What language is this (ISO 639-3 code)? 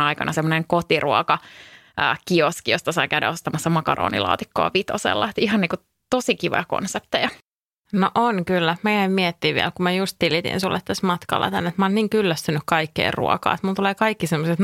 fin